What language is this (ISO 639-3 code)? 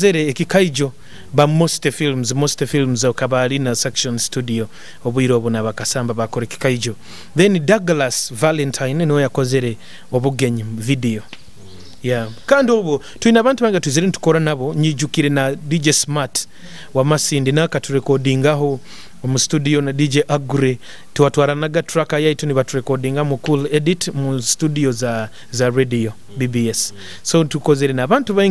nyo